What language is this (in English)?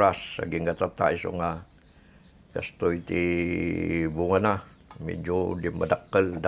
Iloko